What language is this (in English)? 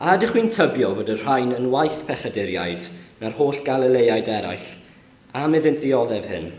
Welsh